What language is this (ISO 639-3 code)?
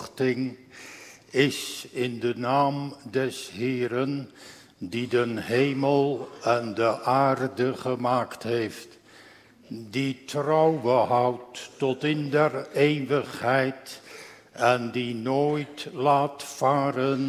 nld